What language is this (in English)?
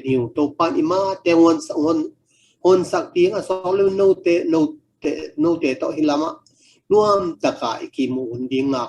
Tedim Chin